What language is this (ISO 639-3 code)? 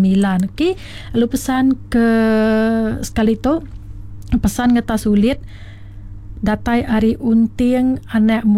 iba